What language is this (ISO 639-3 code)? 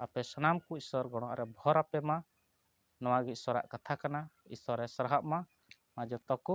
sat